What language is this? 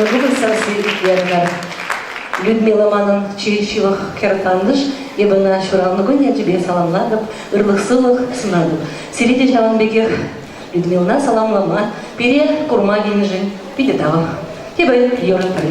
Chuvash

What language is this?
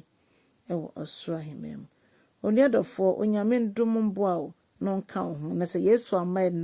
Akan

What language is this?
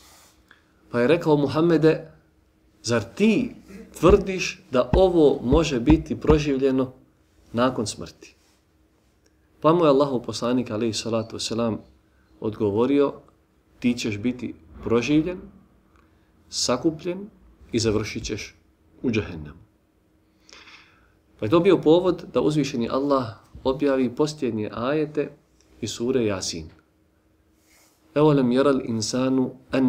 Bosnian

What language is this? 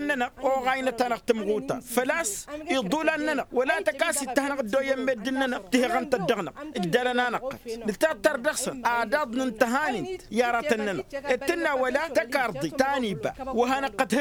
Tamasheq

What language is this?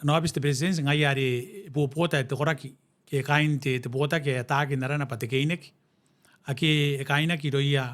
Gilbertese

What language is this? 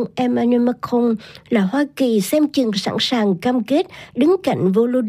Vietnamese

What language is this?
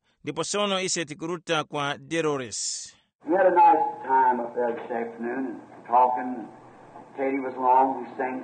Tumbuka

